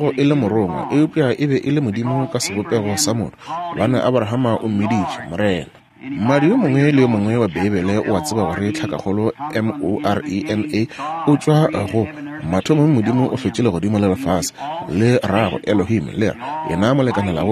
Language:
Northern Sotho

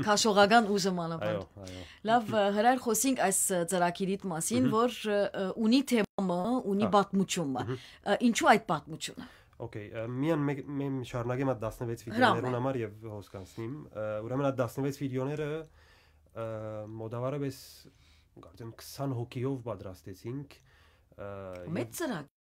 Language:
Western Armenian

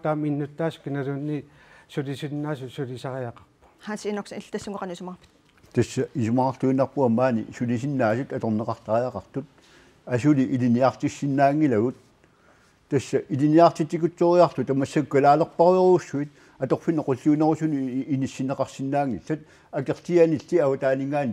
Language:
Kalaallisut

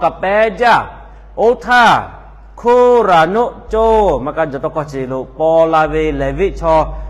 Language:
Lahu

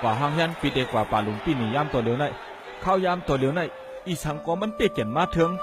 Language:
Shan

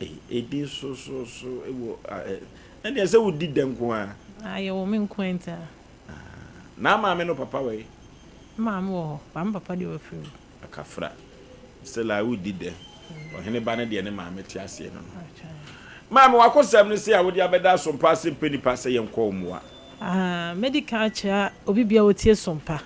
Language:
Akan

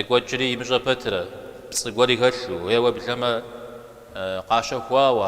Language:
Kabardian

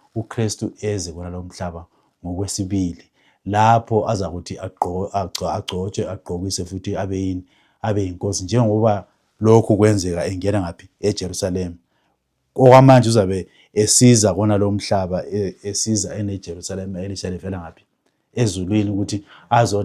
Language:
Zulu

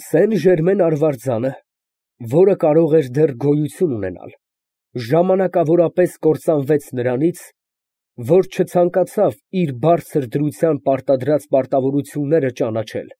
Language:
Armenian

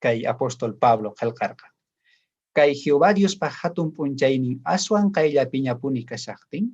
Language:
South Bolivian Quechua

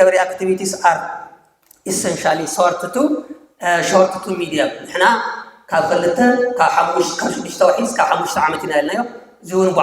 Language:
Tigrinya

